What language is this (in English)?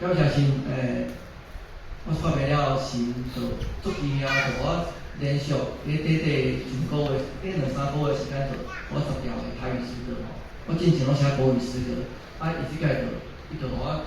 Min Nan Chinese